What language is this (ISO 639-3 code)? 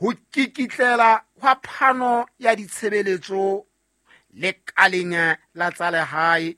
sot